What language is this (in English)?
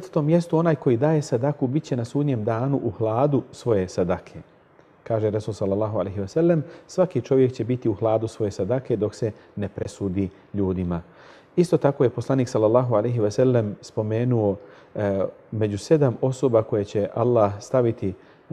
Bosnian